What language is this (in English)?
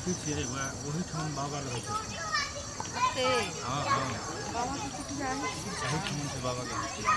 Maithili